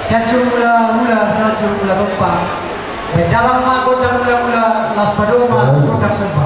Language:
Batak Toba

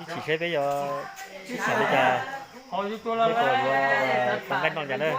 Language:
Hmong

